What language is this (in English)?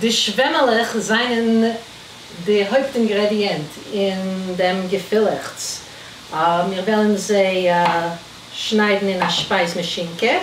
Yiddish